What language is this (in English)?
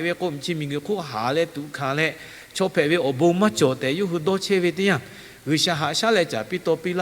Lahu